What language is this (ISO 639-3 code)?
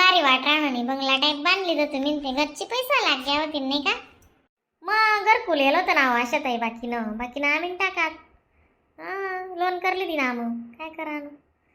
khn